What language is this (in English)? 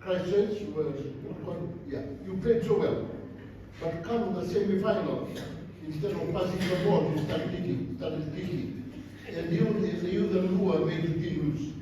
Fijian